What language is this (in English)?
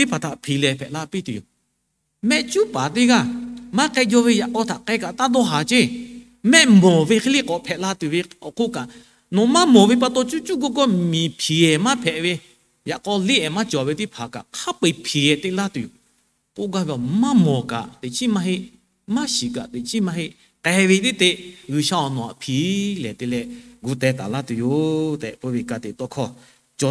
Lahu